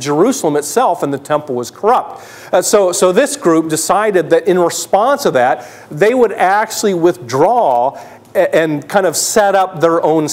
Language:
English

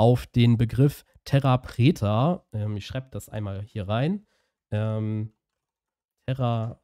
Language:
German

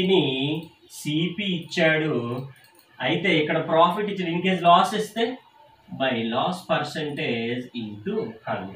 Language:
Telugu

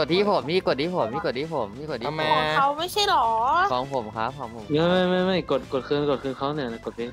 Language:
Thai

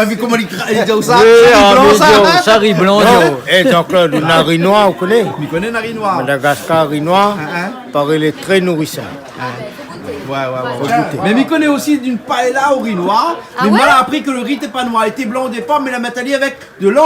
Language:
Réunion Creole French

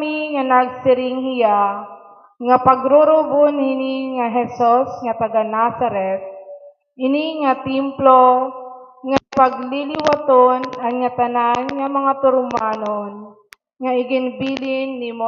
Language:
Waray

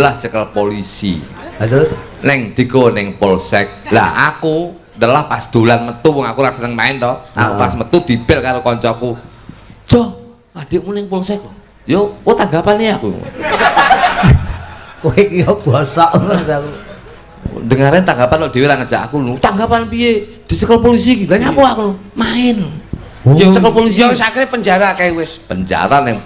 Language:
Javanese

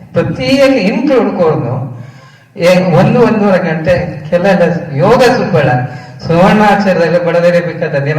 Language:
Konkani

